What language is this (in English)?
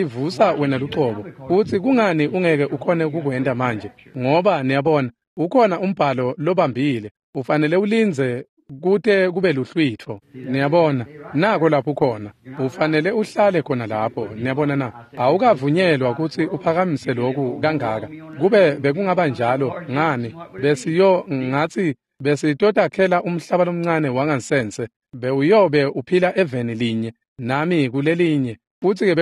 Swati